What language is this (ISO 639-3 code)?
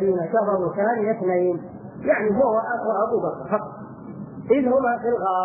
ara